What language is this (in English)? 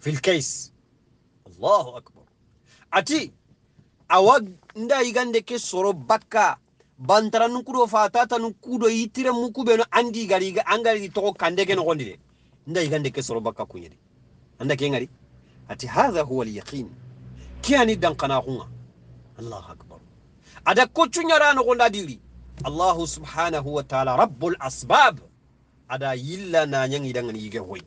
Soninke